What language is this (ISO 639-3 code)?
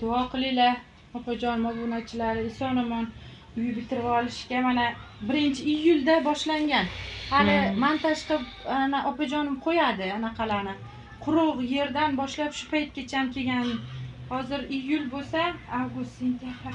uzb